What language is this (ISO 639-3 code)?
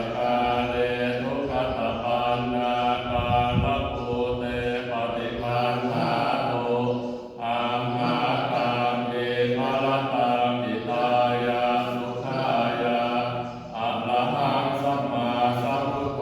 pli